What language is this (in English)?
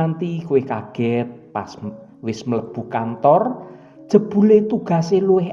Javanese